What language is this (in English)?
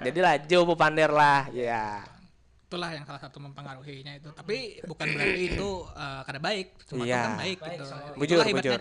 Banjar